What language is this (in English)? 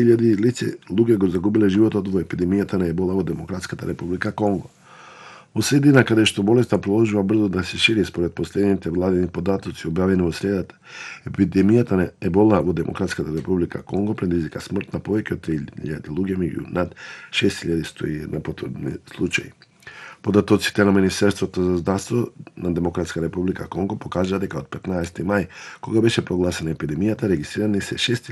Macedonian